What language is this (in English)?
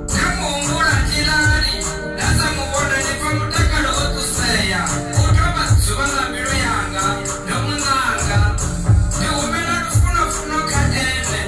Venda